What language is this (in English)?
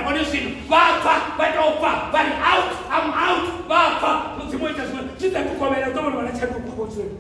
Venda